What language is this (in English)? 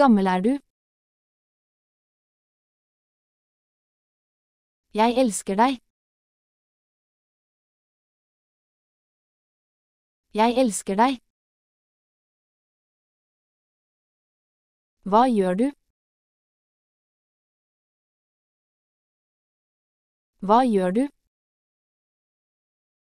Norwegian